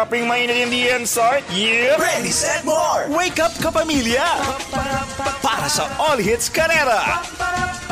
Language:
Filipino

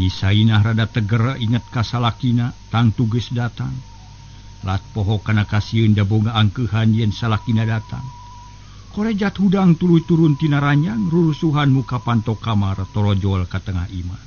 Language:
Sundanese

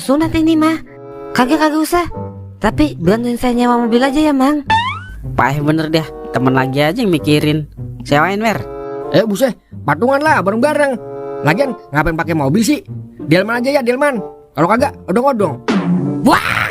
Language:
Betawi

